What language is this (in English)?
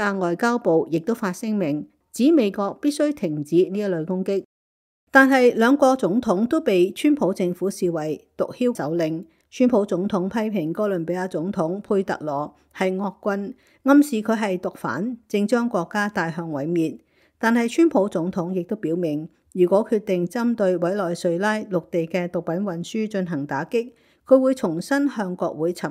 Cantonese